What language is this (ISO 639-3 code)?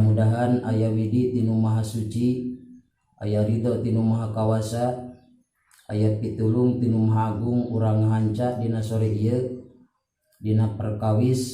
sun